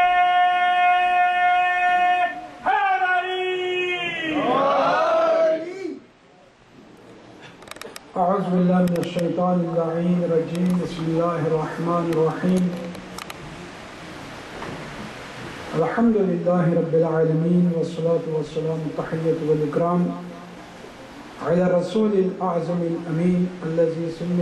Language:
Urdu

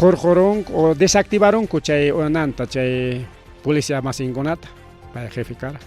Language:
Ayacucho Quechua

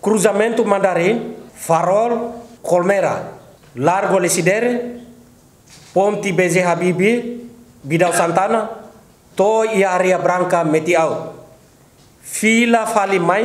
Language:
Tetum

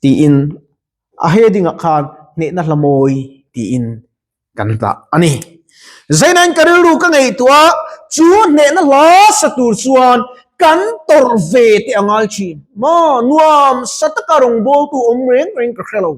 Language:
Mizo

